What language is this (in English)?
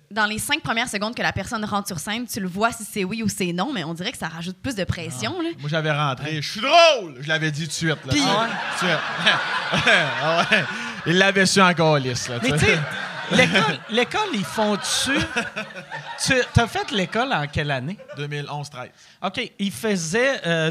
French